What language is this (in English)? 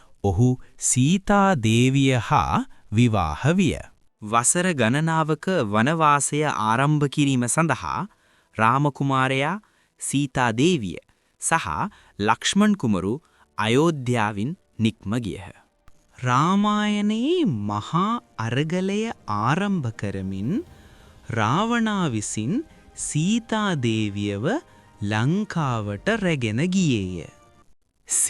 Sinhala